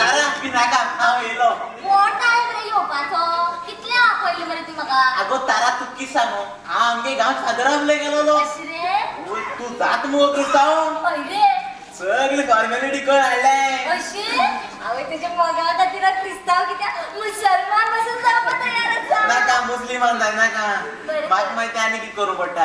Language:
Konkani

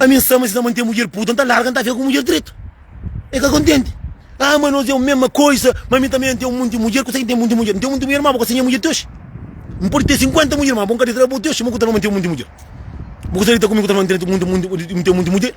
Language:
Kabuverdianu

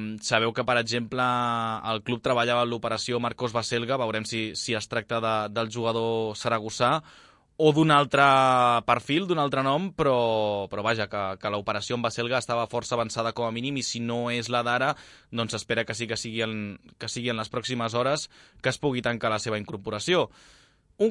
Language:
Catalan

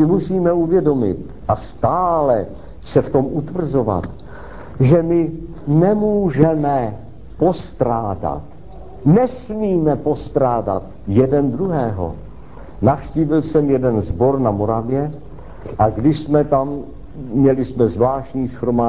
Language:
Czech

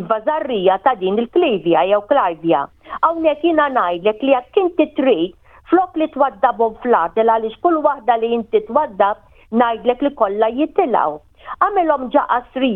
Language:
Maltese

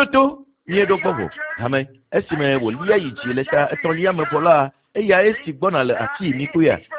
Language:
Ewe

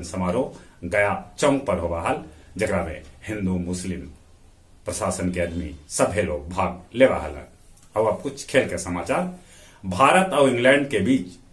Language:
Magahi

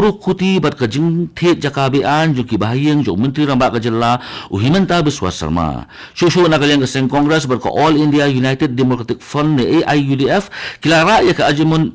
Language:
Khasi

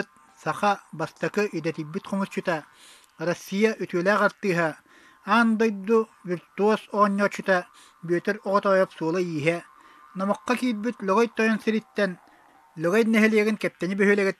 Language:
Yakut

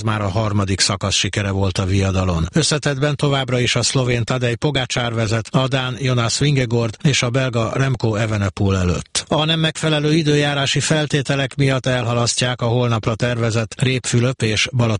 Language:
Hungarian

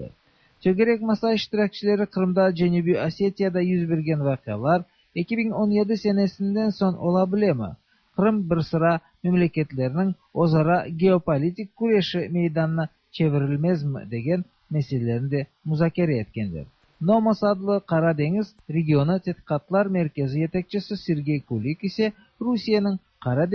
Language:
Tatar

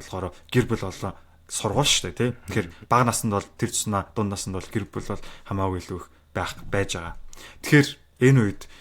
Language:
Mongolian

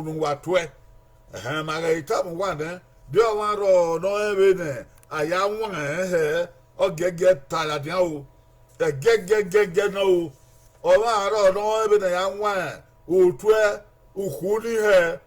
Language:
Bini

